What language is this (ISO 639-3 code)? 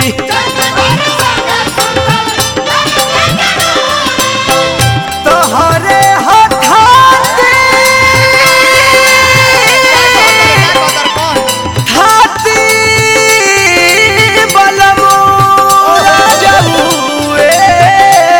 bho